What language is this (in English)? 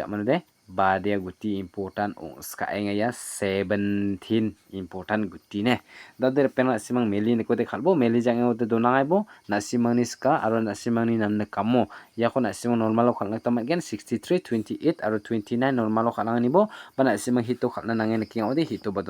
Garo